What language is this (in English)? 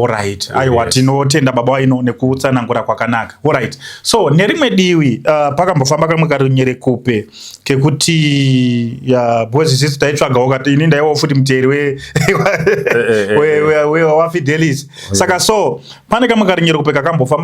Shona